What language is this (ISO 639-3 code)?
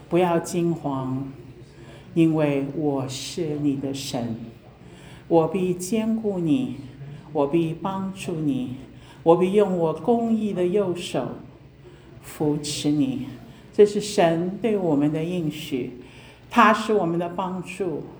zho